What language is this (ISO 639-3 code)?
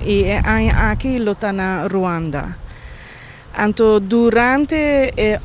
pap